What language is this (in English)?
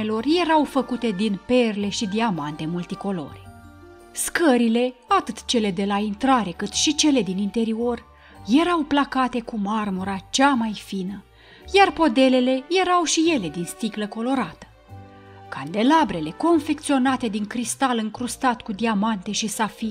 Romanian